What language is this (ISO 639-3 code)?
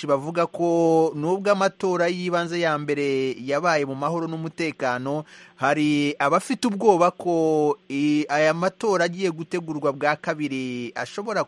kin